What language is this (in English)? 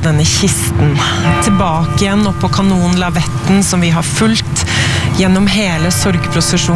Norwegian